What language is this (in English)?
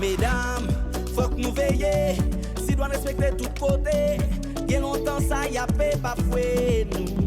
Haitian Creole